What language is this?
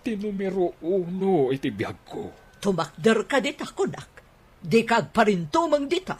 Iloko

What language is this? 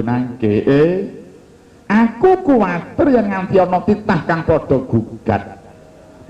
Javanese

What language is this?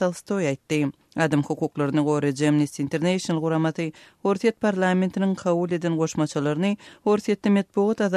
Turkmen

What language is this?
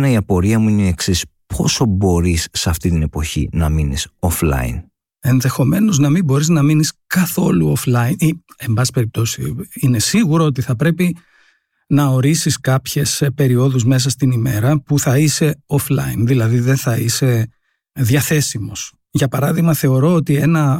Greek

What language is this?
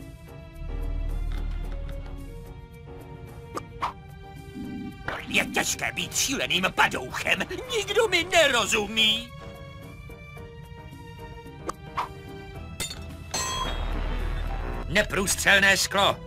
Czech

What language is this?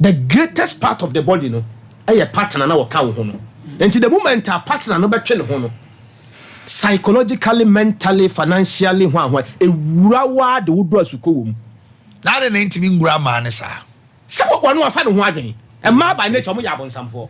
Akan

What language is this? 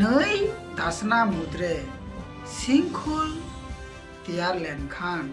Santali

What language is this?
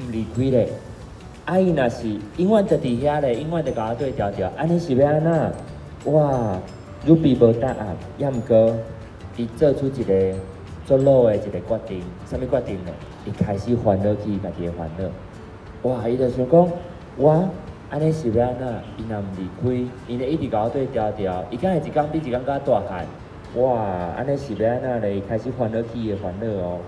Min Nan Chinese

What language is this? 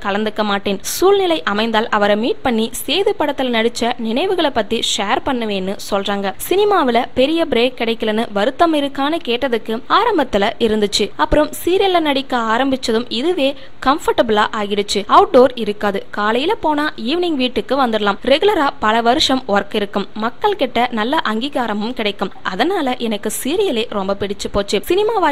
Tamil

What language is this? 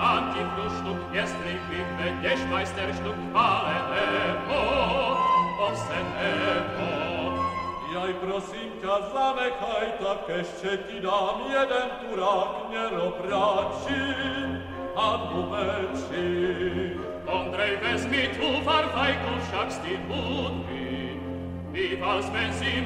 Slovak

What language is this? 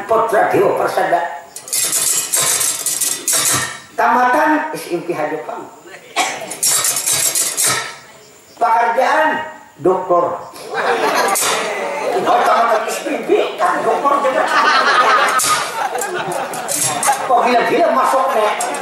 Banjar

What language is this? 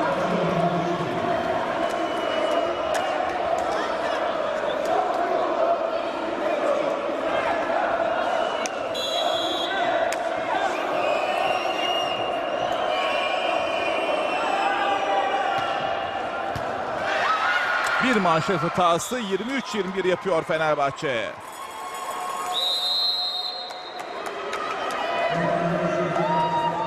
Turkish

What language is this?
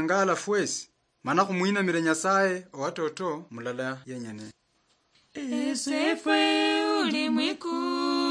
Luyia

